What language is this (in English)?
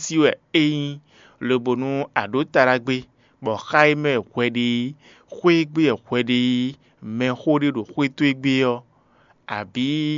Fon